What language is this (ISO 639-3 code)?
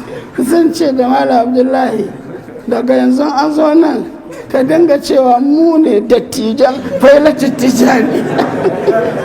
hau